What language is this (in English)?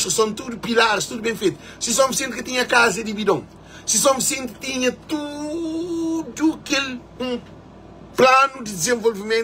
Kabuverdianu